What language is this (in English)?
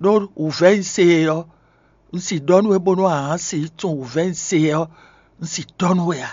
Fon